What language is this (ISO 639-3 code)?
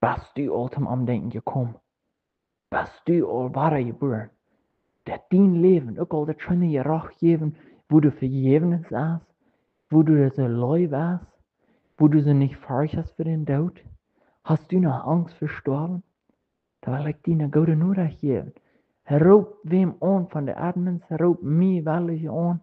pdt